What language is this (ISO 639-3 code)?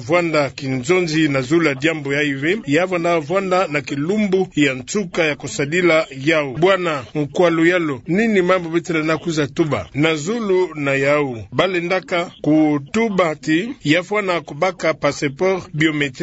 ktu